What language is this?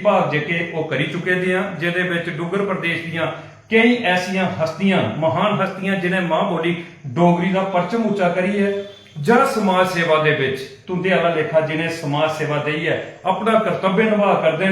Dogri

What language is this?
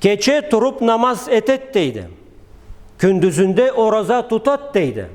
Karachay-Balkar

